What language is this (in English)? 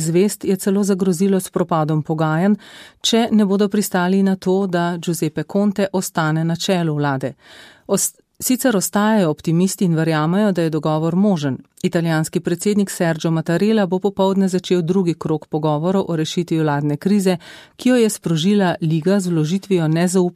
Slovenian